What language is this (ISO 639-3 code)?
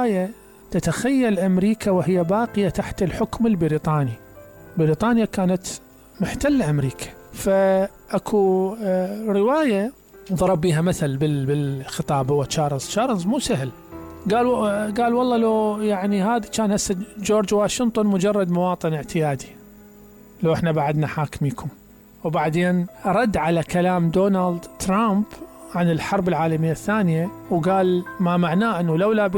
acm